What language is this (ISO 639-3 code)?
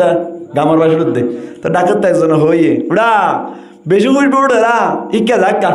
rhg